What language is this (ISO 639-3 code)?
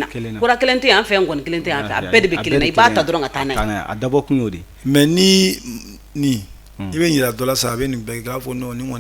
bam